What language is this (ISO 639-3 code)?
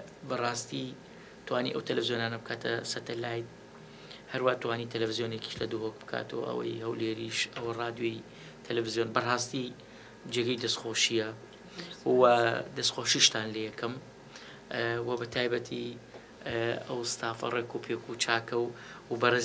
ckb